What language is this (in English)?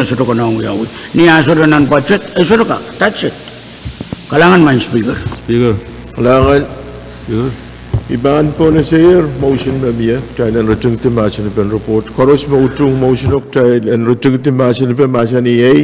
Pohnpeian